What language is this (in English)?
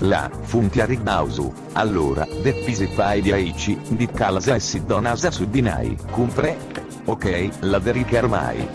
Sardinian